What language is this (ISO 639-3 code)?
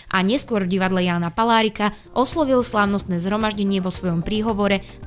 slk